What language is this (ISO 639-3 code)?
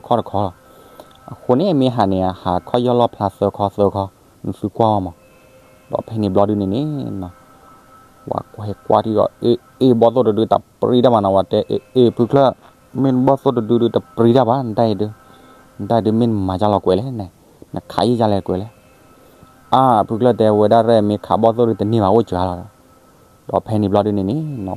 ksw